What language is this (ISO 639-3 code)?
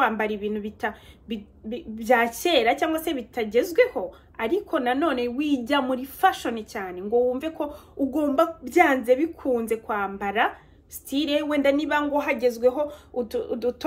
kin